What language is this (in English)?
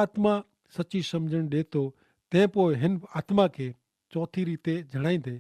Kachhi